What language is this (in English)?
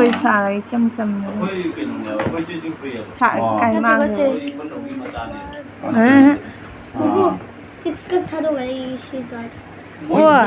Manipuri